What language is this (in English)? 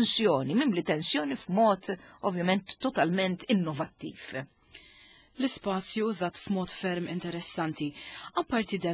Maltese